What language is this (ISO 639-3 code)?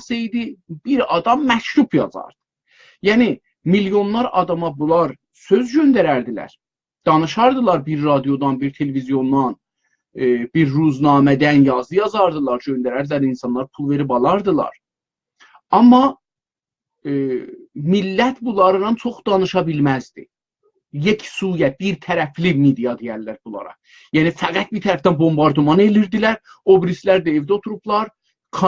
azb